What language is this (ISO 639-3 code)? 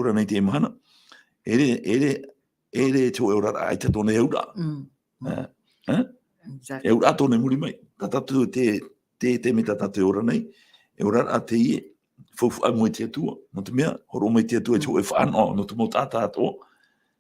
tah